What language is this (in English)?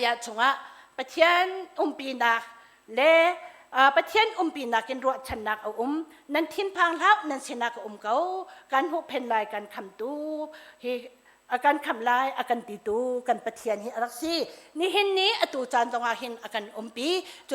Hakha Chin